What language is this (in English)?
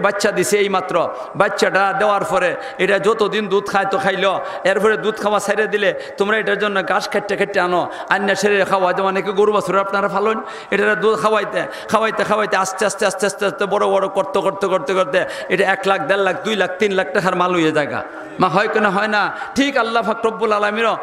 Sylheti